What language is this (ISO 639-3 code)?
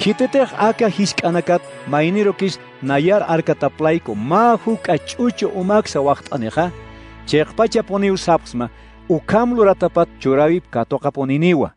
aym